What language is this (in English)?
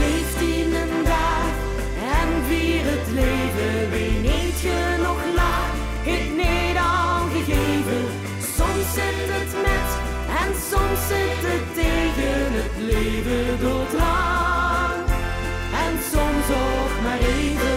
Limburgish